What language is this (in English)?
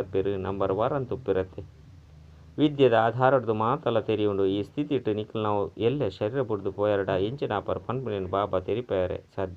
Tulu